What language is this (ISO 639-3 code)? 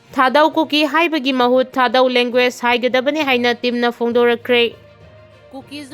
mni